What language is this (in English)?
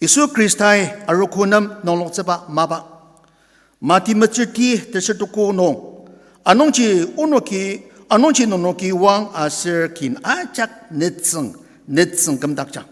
Ao Naga